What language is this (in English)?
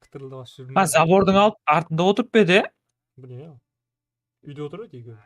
Kara-Kalpak